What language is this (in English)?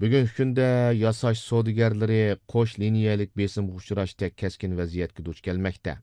Uyghur